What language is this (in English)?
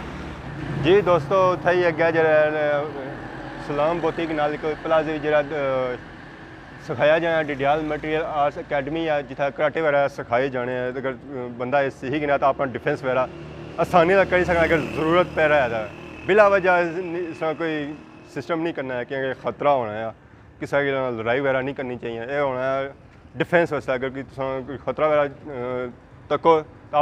Pahari-Potwari